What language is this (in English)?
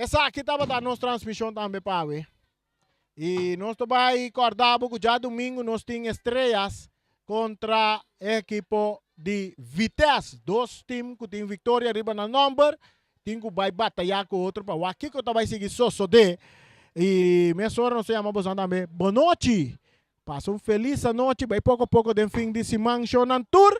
Papiamento